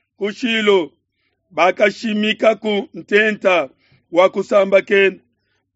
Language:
Luba-Lulua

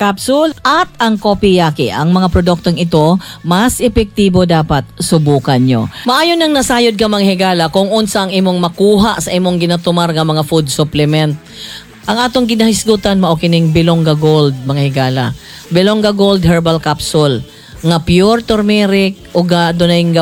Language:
Cebuano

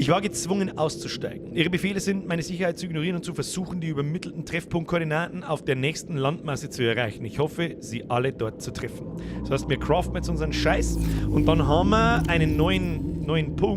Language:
Bavarian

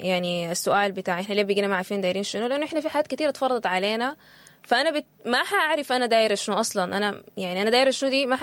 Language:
Sudanese Arabic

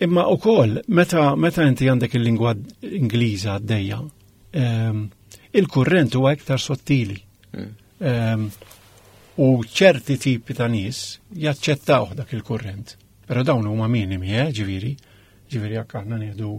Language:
Maltese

